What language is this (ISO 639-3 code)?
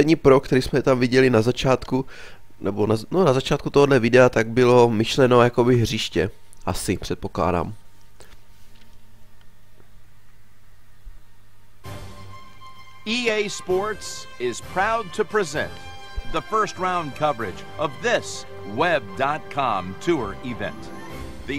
ces